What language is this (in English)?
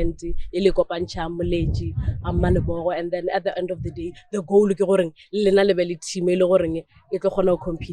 Northern Sotho